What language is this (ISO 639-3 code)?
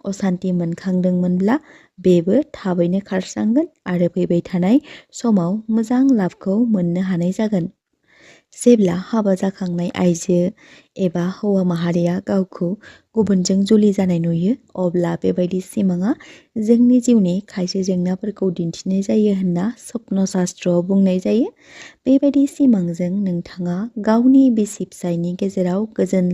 brx